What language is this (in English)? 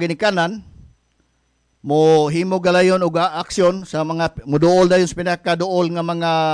Cebuano